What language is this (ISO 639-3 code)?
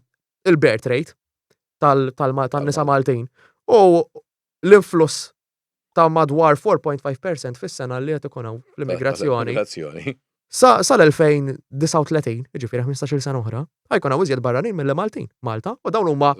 mlt